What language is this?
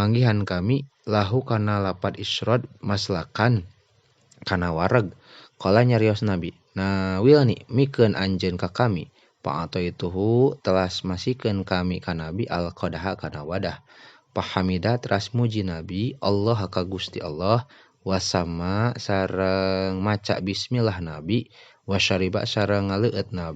Sundanese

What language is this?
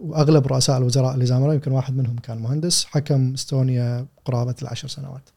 Gulf Arabic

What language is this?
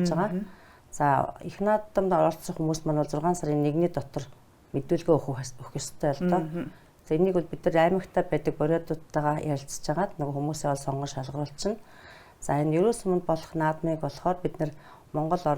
Mongolian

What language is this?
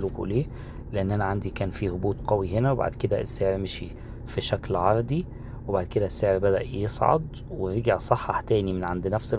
Egyptian Arabic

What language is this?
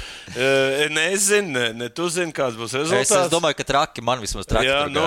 Latvian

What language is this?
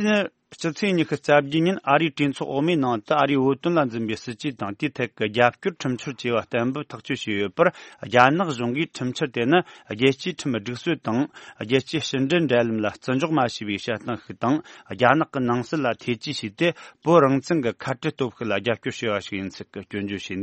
Tibetan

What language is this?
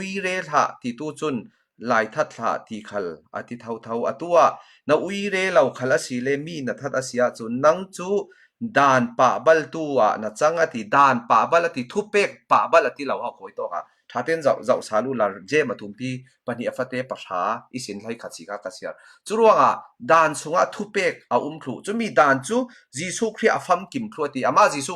Falam Chin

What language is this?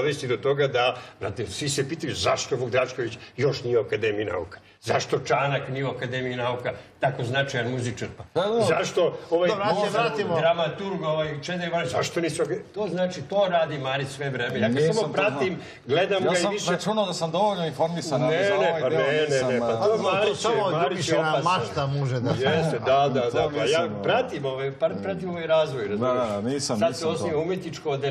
Serbian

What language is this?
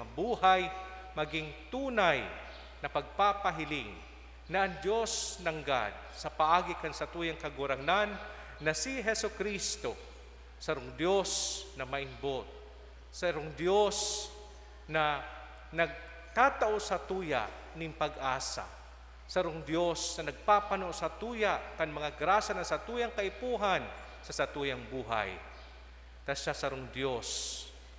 Bikol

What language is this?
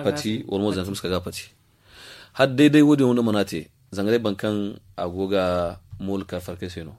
Zarma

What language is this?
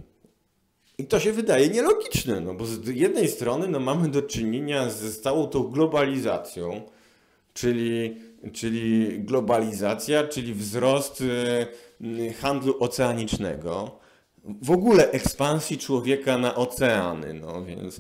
Polish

